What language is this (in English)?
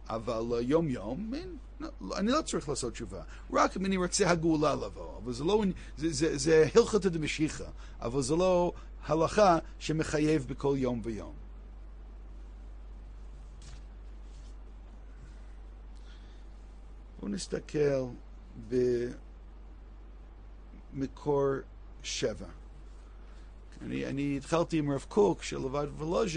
Hebrew